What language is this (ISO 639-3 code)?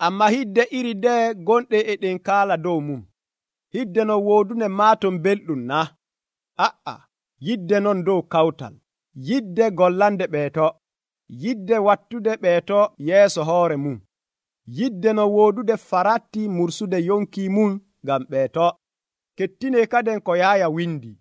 fuv